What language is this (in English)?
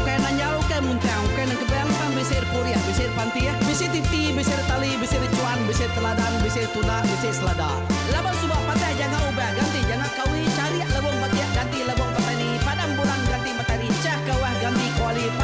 Iban